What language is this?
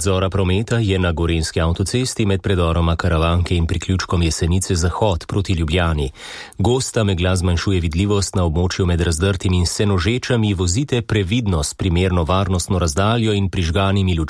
Slovenian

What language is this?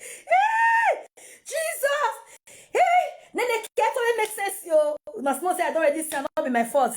Nigerian Pidgin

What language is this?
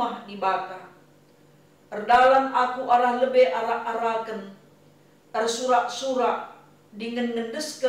Batak Karo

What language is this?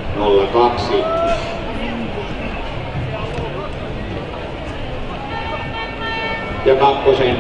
Finnish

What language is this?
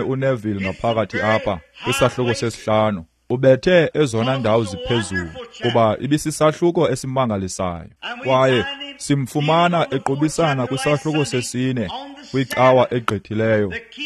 Xhosa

